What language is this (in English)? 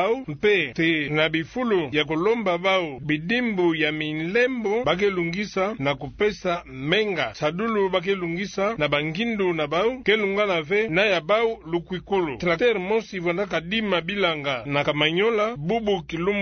Kituba (Democratic Republic of Congo)